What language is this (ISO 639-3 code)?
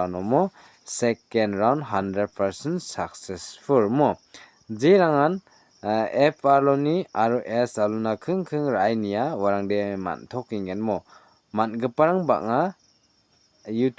grt